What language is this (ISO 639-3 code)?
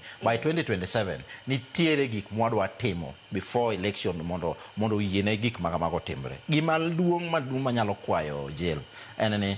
luo